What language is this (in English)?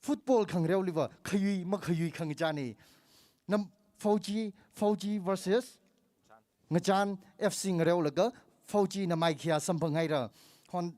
Tangkhul Naga (India)